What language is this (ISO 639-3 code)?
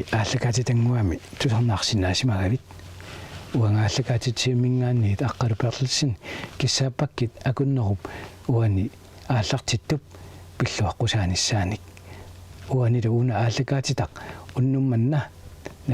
kal